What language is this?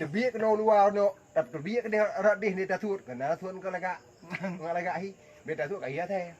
Achinese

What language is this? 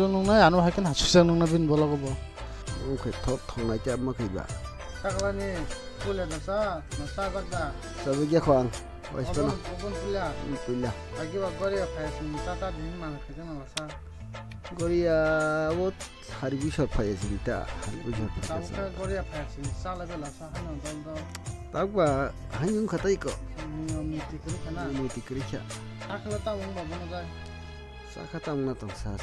Kok Borok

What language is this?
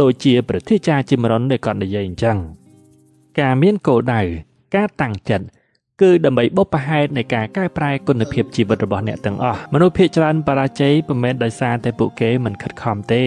Khmer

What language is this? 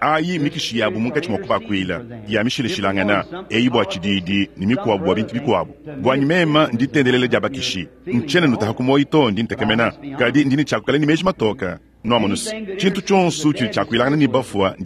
Luba-Lulua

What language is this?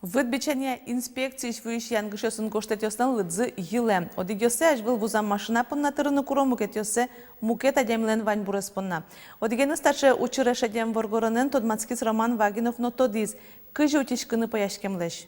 Udmurt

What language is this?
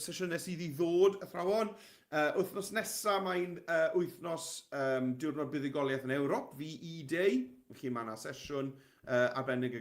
Welsh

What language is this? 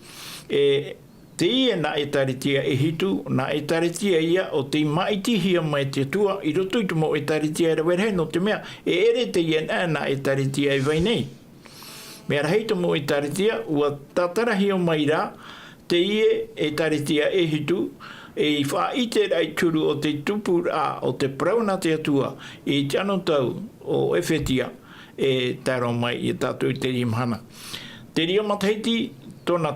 Tahitian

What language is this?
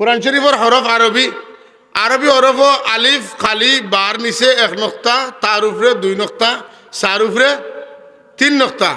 Sylheti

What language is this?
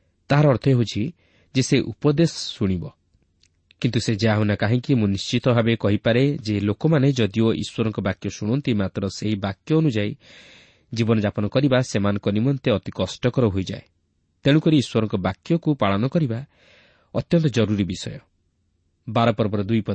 Odia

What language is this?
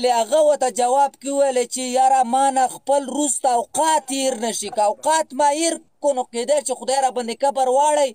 Pashto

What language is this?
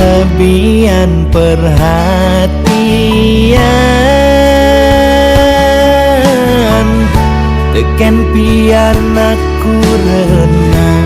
Balinese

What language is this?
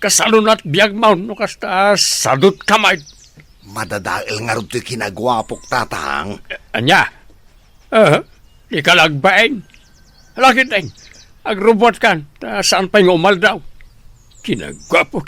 Iloko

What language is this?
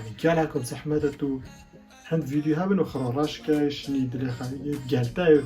Kurdish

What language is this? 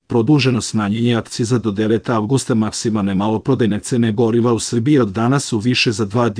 Serbian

